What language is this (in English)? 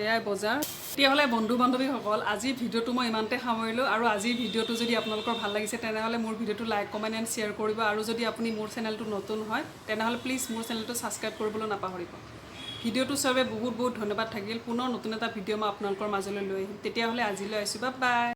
Assamese